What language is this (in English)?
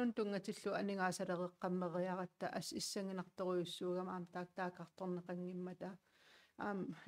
Kalaallisut